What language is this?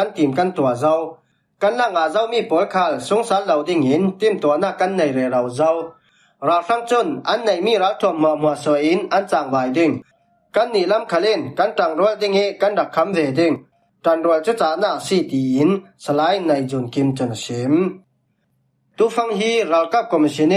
Falam Chin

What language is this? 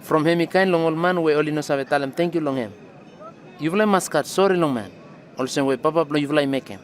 Bislama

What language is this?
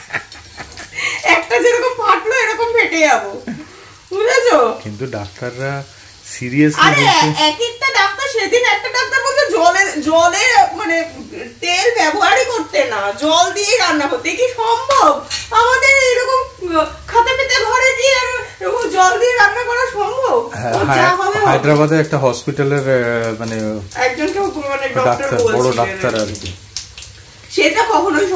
Bangla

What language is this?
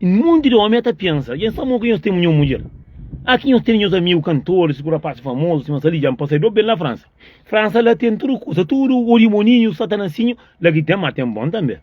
Kabuverdianu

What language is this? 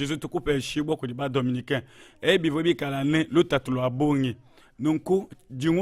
Luba-Lulua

